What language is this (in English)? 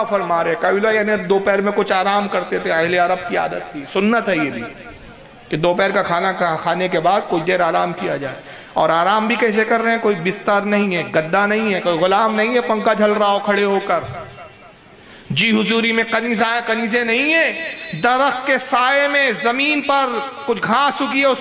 Urdu